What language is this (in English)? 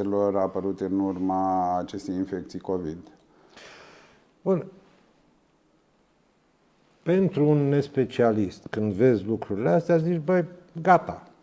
Romanian